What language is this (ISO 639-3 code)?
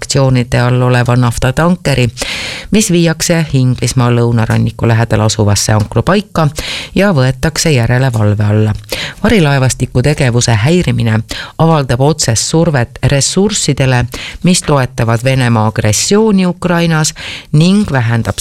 est